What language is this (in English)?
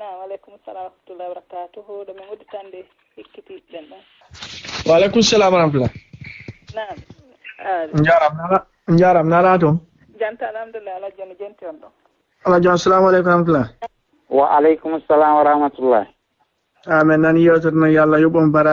Fula